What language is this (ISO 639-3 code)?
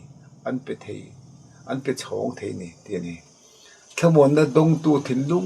lus